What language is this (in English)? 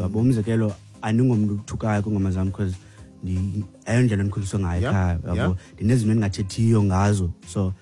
Xhosa